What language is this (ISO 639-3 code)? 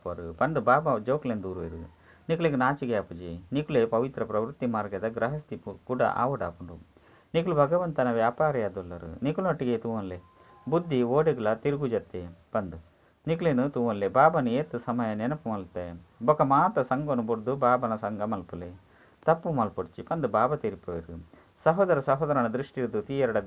tcy